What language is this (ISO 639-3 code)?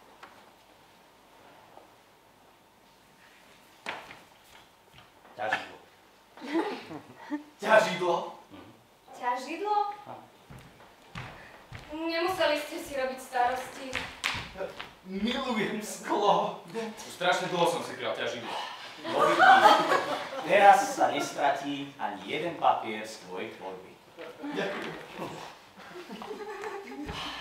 slk